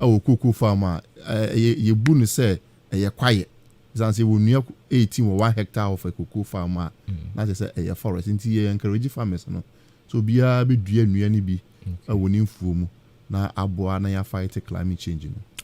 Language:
Akan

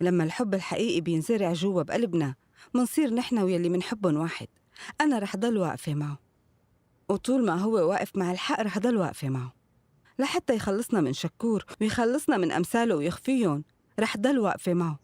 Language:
North Levantine Arabic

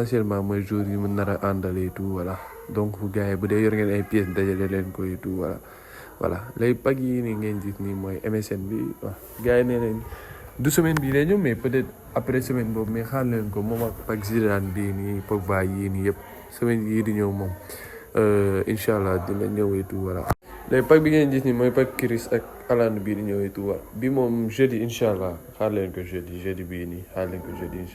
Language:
Wolof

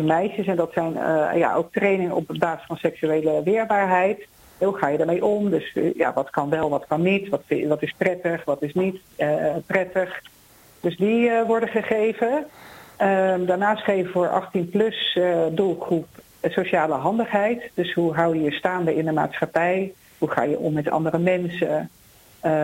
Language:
Dutch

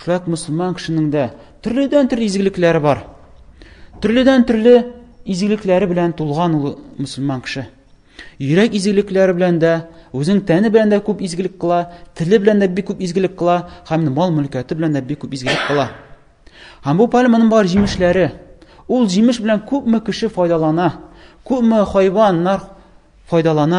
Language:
Tatar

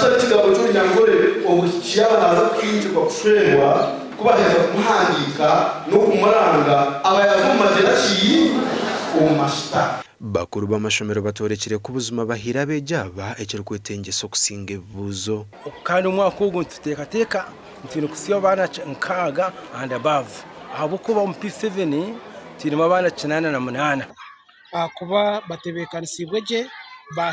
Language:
Nyankole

